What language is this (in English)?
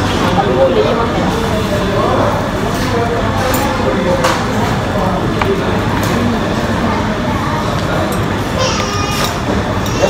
Malay